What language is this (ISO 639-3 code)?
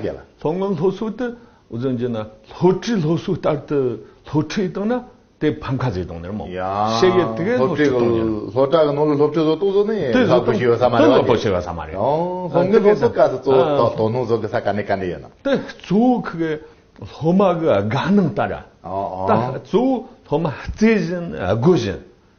bod